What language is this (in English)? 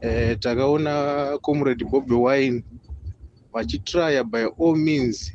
Shona